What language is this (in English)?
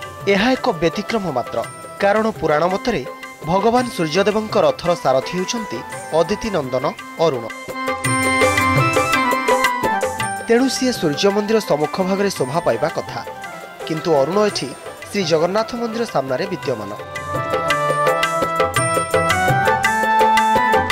Odia